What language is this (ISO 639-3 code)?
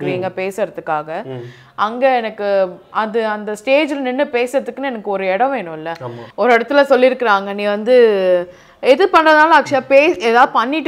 tam